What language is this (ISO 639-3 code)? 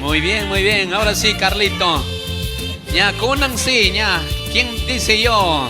qug